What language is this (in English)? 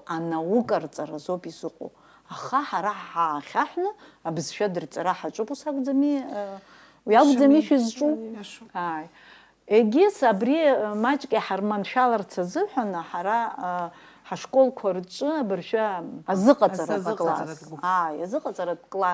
Abkhazian